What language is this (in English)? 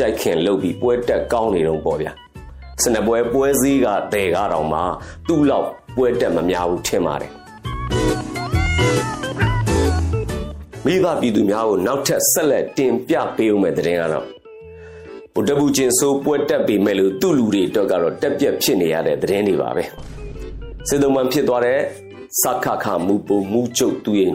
Burmese